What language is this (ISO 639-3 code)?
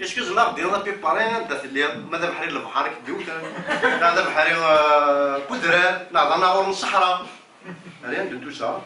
kab